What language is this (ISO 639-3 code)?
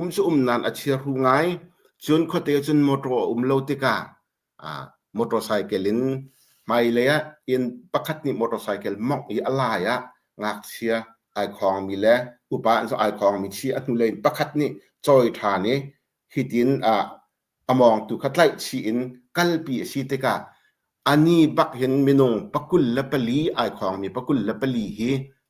cnh